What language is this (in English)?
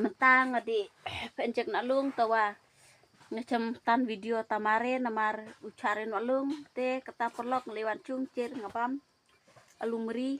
Khasi